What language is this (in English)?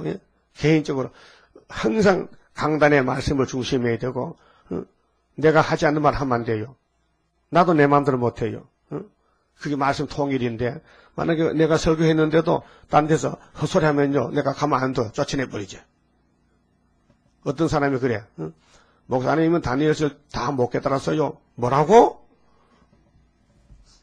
Korean